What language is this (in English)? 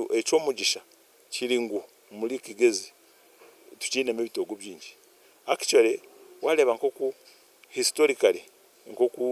Nyankole